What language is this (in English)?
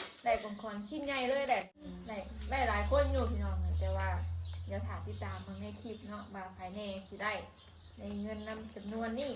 Northeastern Thai